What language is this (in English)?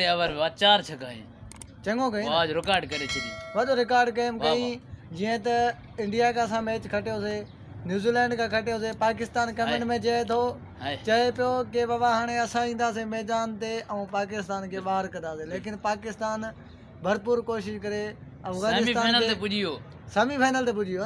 Sindhi